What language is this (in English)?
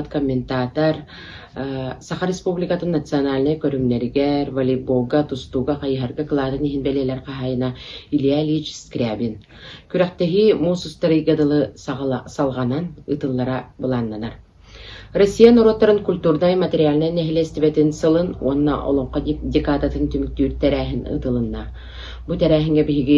Yakut